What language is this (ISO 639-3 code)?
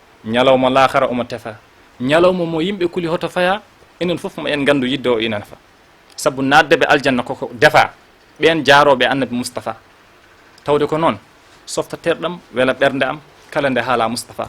ful